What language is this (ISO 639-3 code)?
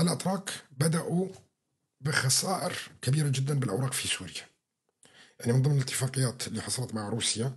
apc